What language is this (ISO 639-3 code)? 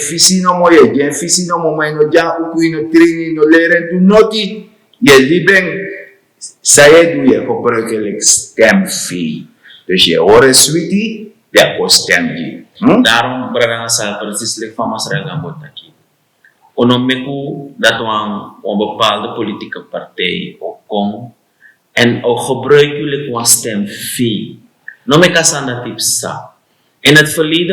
srn